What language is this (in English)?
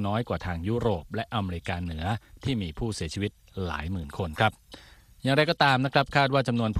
Thai